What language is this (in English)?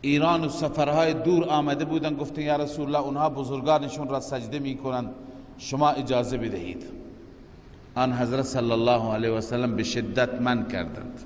Persian